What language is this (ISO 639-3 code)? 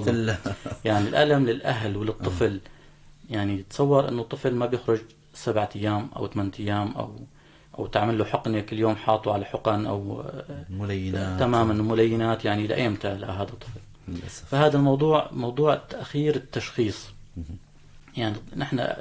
apc